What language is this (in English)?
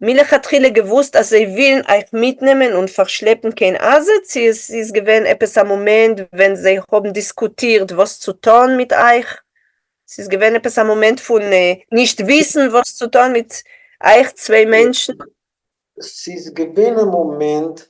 Yiddish